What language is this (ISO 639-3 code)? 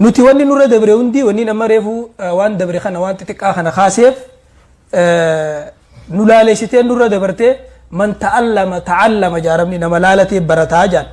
orm